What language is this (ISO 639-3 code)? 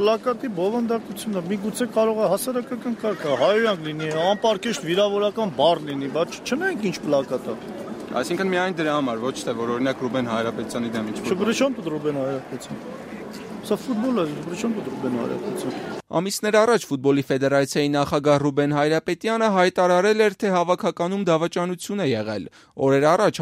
hye